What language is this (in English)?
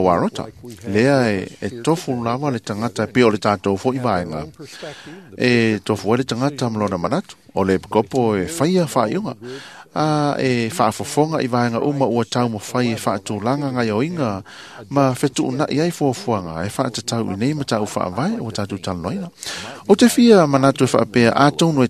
Samoan